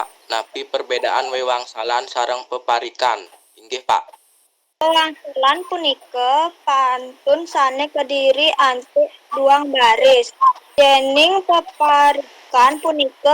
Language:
Balinese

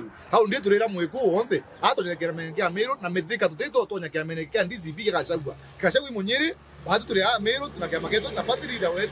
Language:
Meru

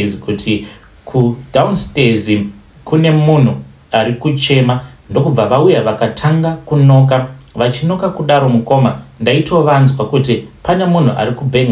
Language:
Shona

